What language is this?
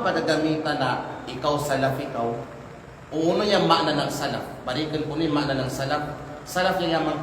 Kalagan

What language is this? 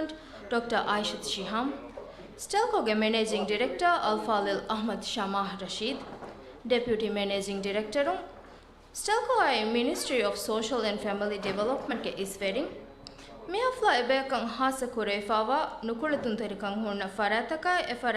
Divehi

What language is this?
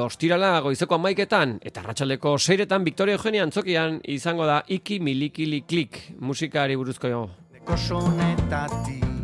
Basque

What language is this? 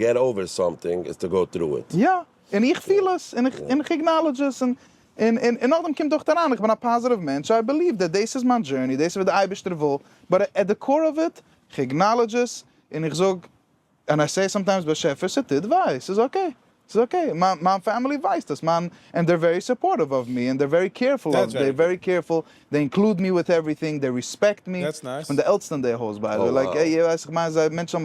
Yiddish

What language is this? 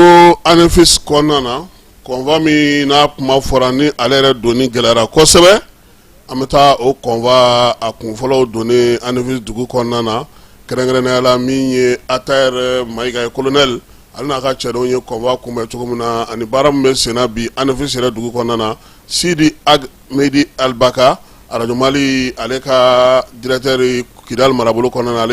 Bambara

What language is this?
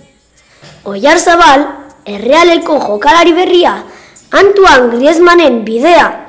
Basque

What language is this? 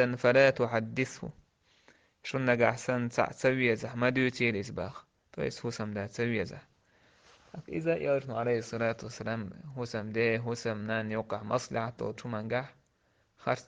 Chechen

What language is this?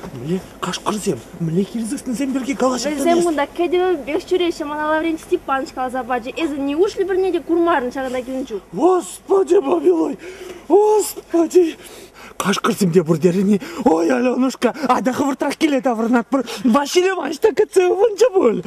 Chuvash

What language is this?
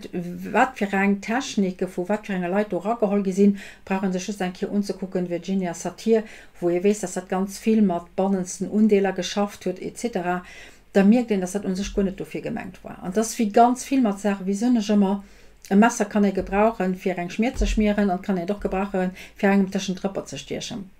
Luxembourgish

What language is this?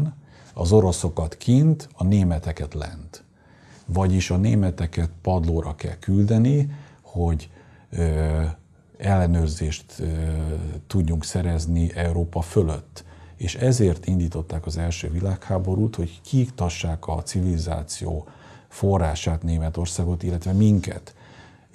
Hungarian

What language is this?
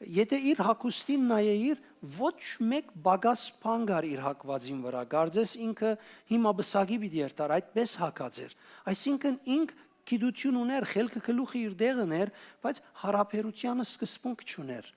Western Armenian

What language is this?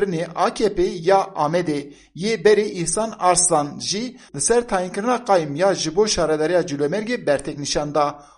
Kurdish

